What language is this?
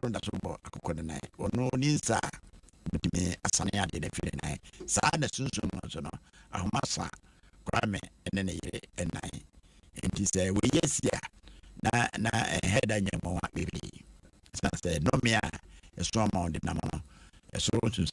Akan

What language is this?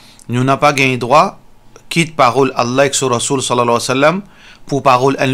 Morisyen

